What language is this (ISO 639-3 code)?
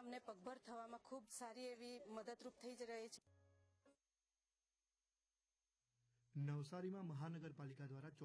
guj